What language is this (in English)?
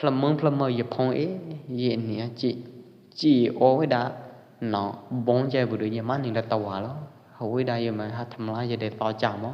Pwo Eastern Karen